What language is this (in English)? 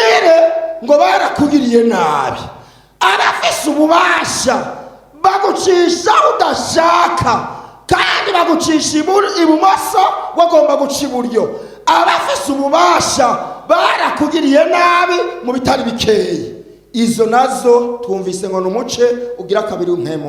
Rundi